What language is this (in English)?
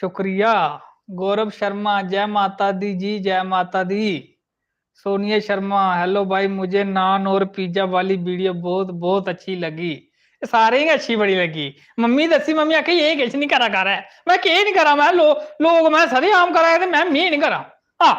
Dogri